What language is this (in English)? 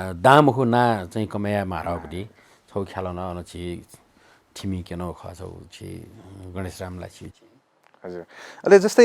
Newari